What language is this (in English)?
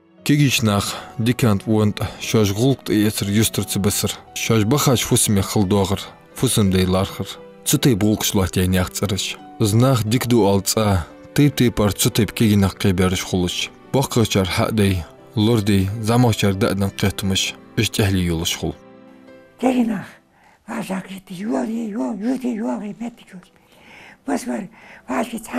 Ingush